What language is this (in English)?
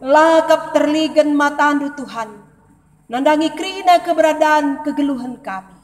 Batak Karo